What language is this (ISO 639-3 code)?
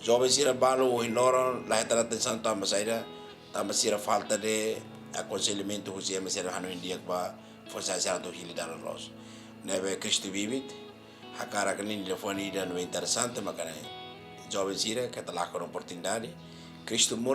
tet